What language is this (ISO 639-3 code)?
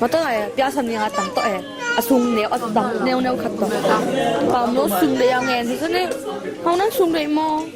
ctd